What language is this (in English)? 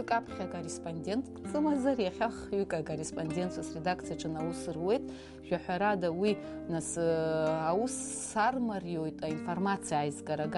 Abkhazian